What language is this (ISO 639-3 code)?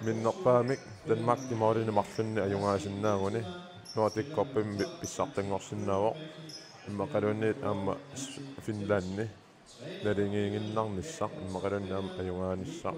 kal